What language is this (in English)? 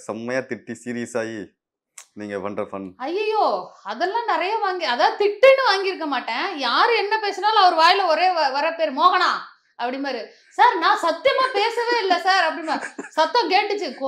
Tamil